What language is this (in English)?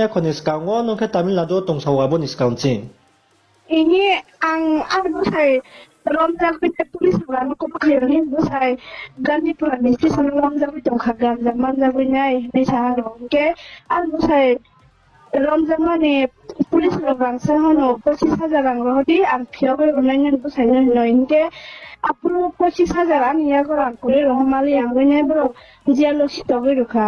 Riang (India)